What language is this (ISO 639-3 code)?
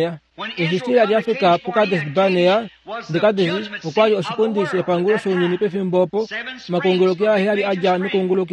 kua